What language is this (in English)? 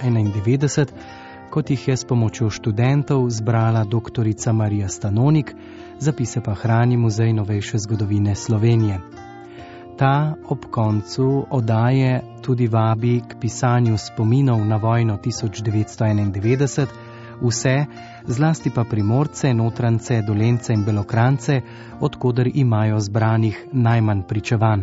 Slovenian